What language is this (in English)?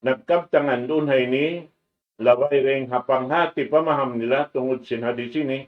Tausug